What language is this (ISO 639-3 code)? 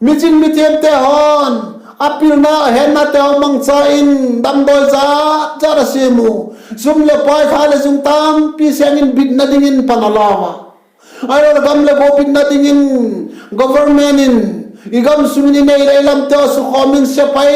vap